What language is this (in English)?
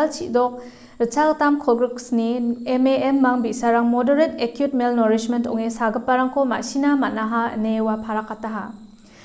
Garo